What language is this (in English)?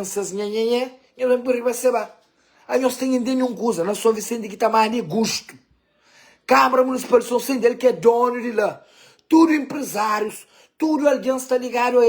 Kabuverdianu